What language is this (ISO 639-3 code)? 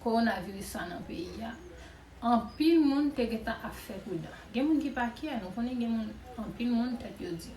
hat